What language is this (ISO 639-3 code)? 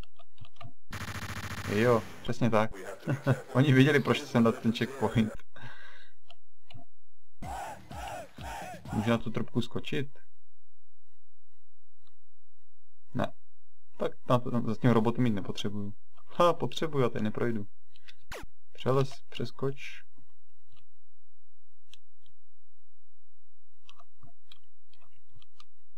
ces